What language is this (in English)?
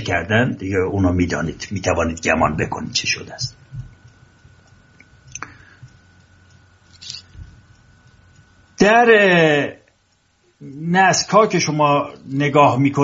Persian